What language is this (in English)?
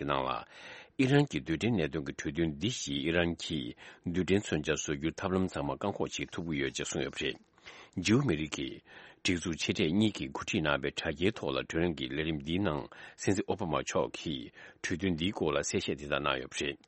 Tibetan